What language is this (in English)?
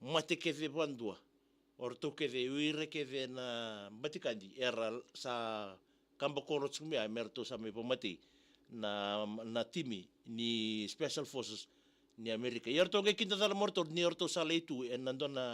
Fijian